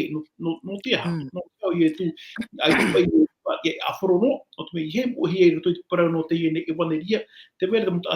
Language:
Tahitian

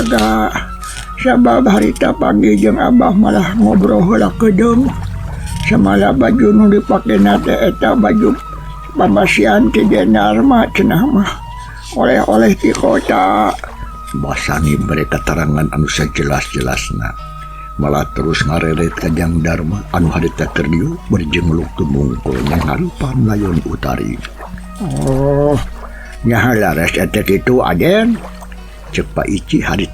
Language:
Sundanese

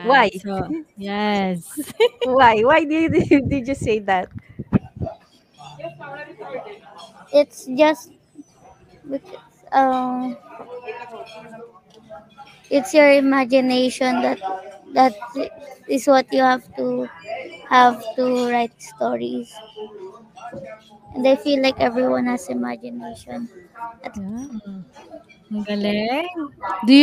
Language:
Filipino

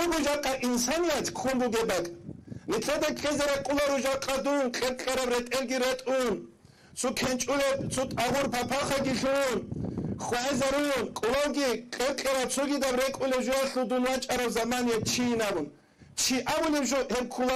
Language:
Avaric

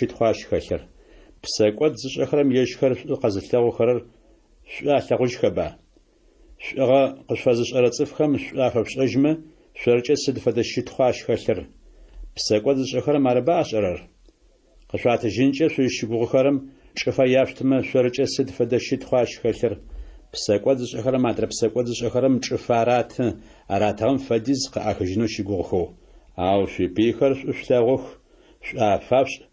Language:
Adyghe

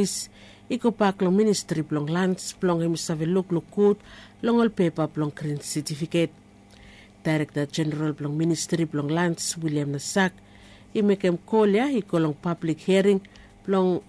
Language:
Bislama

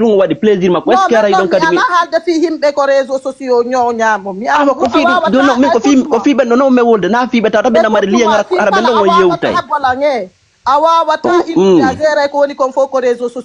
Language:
Fula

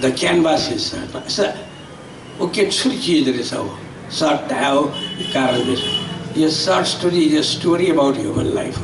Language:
Newari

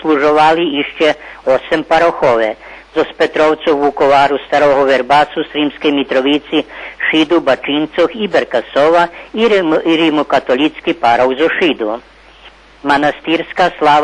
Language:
Rusyn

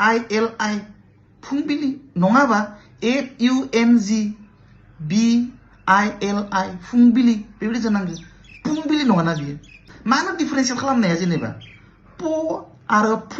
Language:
Bodo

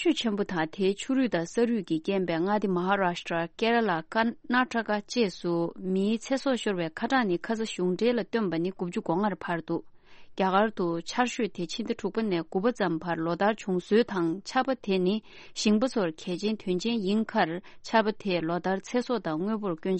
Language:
Tibetan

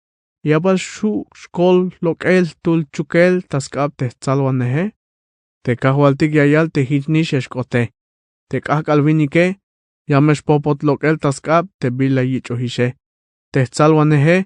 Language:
Tzeltal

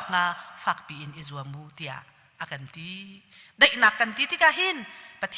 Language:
Hakha Chin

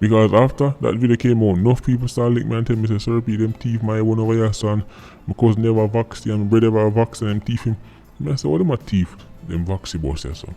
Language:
Jamaican Creole English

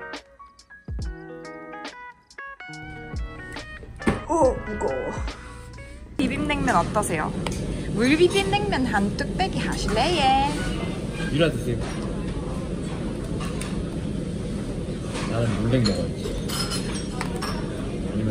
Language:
Korean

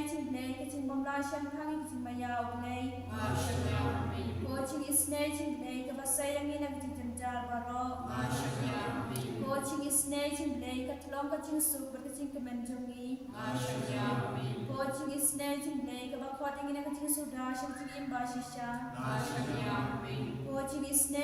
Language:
Khasi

